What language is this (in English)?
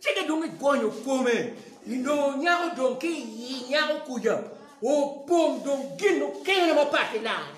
Acoli